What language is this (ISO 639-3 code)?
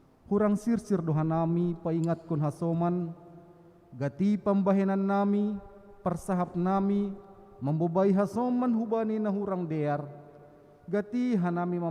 bts